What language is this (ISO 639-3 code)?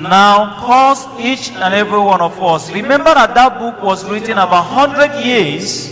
ibo